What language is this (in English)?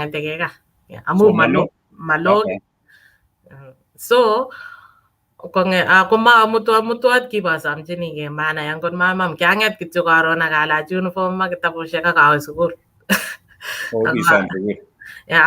Kalenjin